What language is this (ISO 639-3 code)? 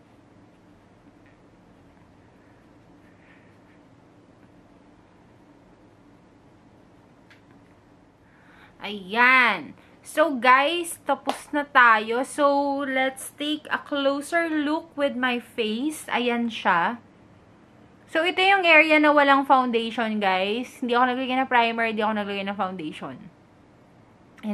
fil